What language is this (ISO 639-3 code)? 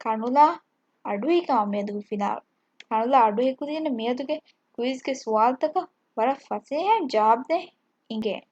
div